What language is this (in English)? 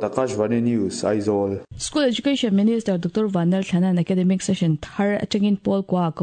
Mizo